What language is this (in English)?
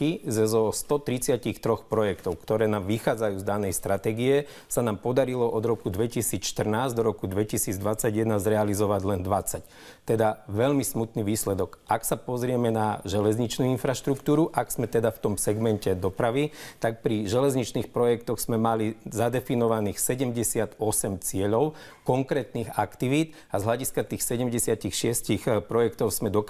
Slovak